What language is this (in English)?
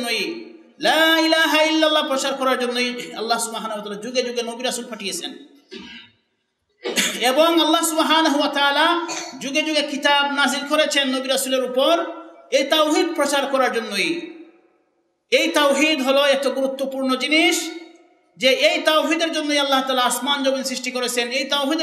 Bangla